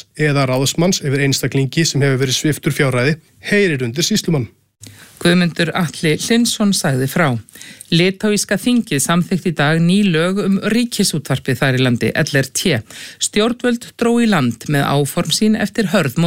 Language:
Icelandic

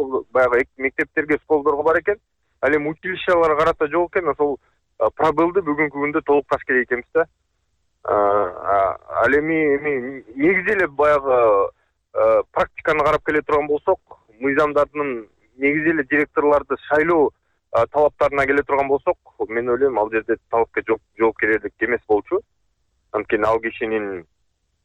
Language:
Kyrgyz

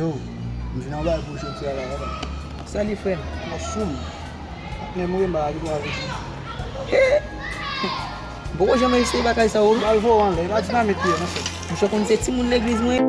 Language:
Haitian Creole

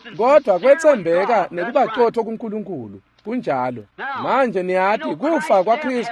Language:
Swati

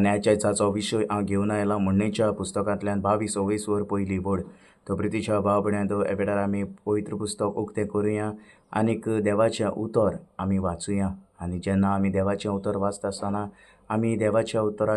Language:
Konkani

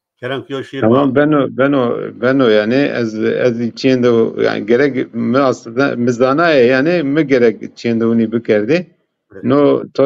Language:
Zaza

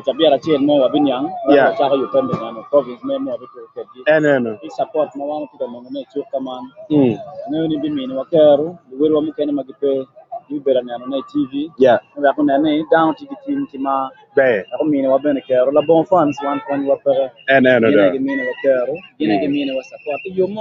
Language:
Acoli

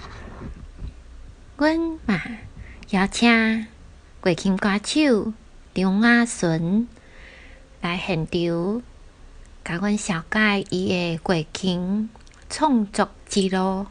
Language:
Min Nan Chinese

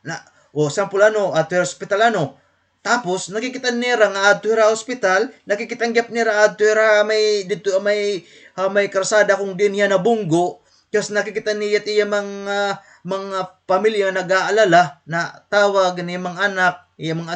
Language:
Waray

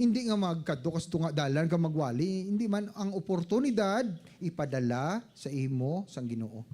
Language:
Hiligaynon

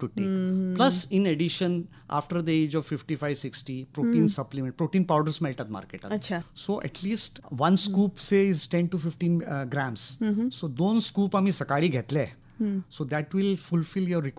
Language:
Konkani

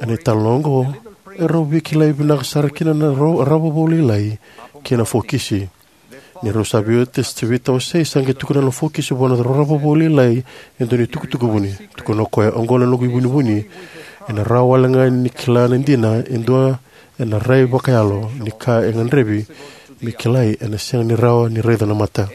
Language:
Fijian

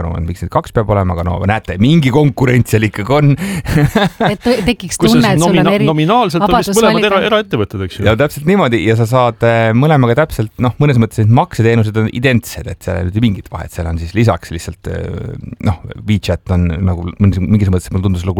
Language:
Estonian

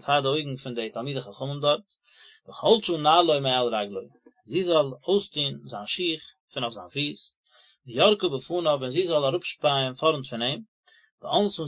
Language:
Yiddish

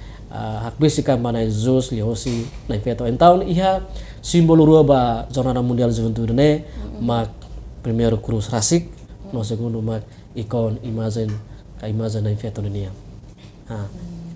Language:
Tetum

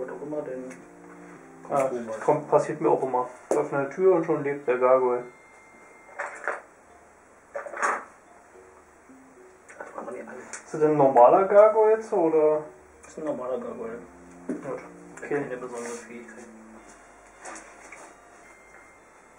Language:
German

